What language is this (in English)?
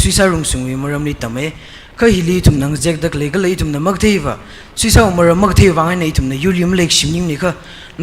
Tangkhul Naga (India)